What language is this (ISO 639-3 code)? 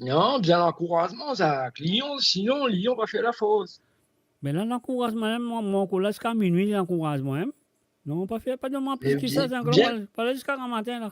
mfe